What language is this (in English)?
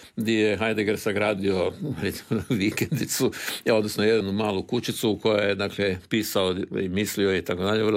Croatian